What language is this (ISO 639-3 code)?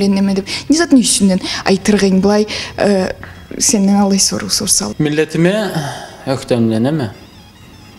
krc